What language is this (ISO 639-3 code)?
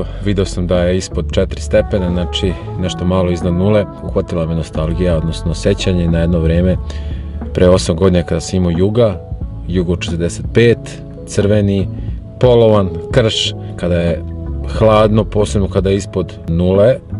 srp